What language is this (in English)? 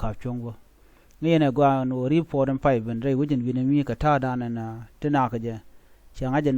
Nuer